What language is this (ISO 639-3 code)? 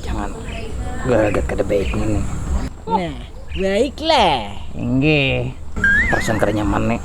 bjn